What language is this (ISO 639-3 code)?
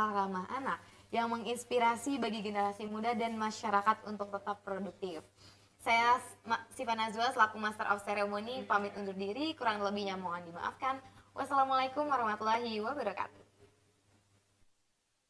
ind